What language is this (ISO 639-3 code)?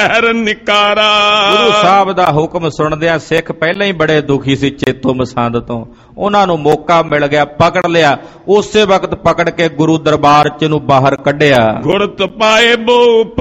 pan